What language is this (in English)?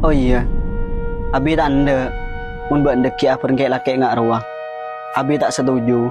Madurese